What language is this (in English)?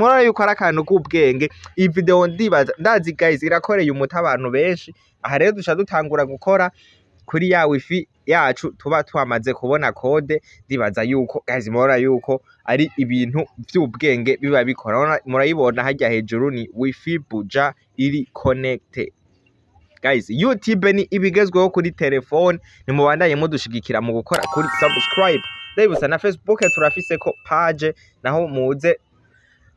Rundi